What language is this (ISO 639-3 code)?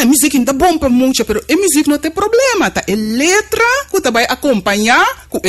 pap